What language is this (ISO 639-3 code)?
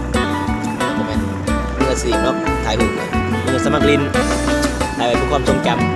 lao